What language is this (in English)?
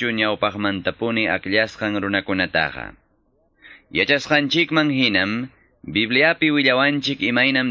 Quechua